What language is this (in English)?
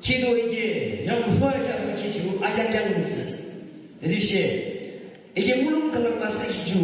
Yimchungru Naga